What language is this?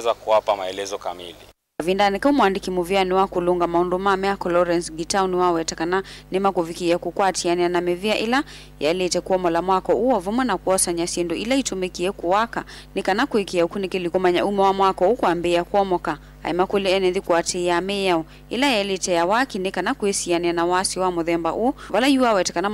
Kamba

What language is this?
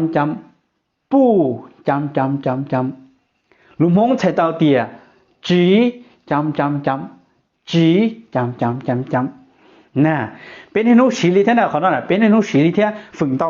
Hmong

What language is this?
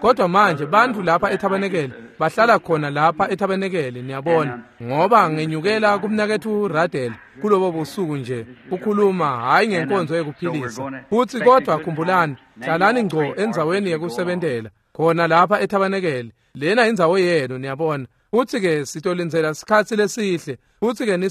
Swati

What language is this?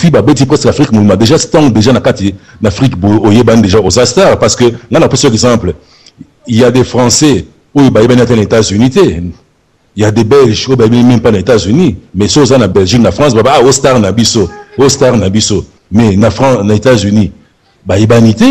Lingala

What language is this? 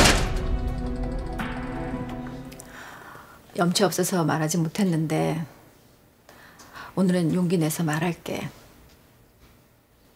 Korean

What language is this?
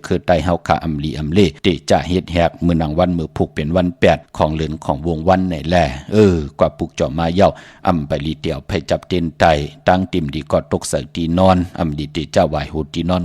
Shan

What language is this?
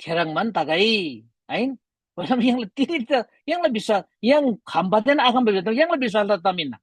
Eastern Tamang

